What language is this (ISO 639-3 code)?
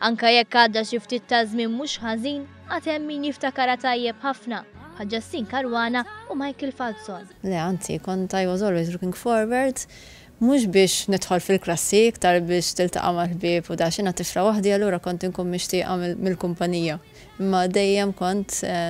mlt